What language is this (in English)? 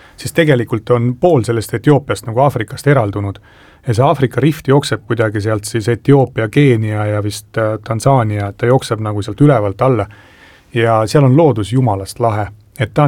Estonian